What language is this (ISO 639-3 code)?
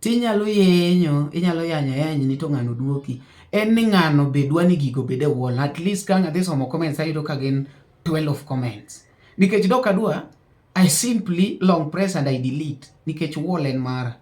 luo